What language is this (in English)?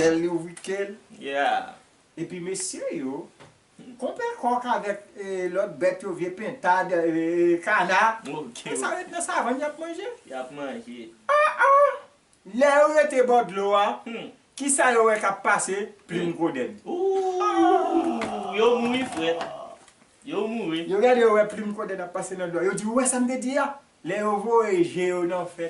Haitian Creole